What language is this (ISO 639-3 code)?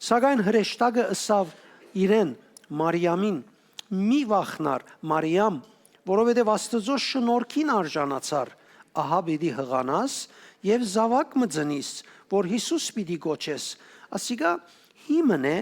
hyw